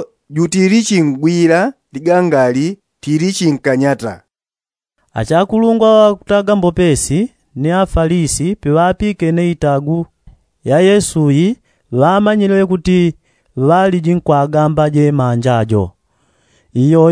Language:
Yao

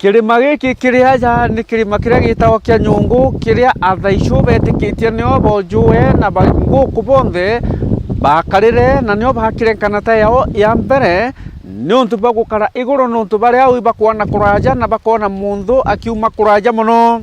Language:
Meru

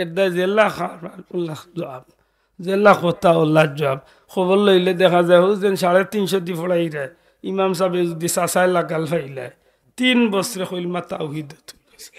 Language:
Sylheti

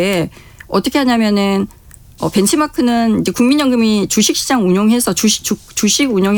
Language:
Korean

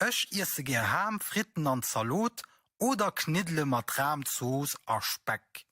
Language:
Luxembourgish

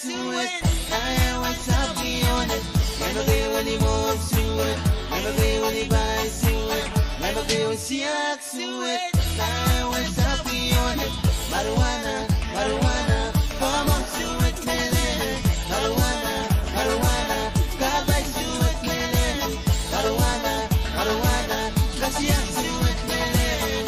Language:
Pohnpeian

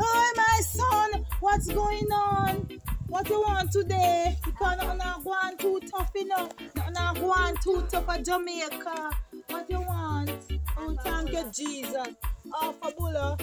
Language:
Jamaican Creole English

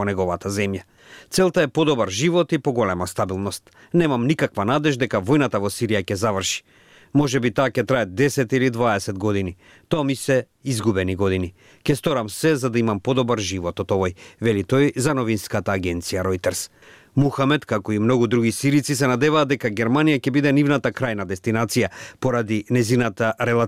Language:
Macedonian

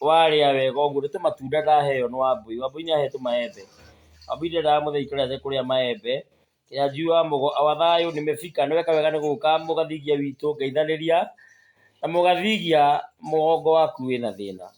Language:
Kikuyu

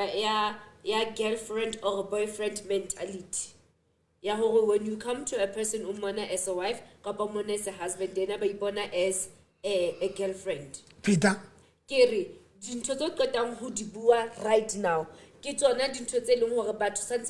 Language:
Southern Sotho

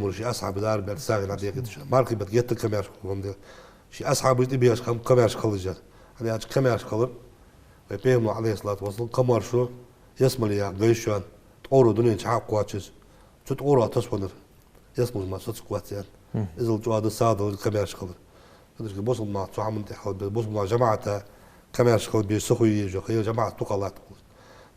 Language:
Ingush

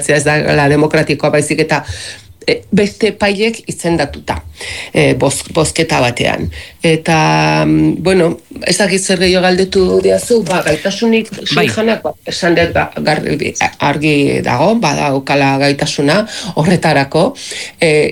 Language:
Basque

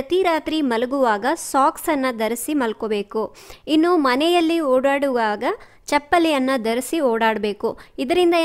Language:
Kannada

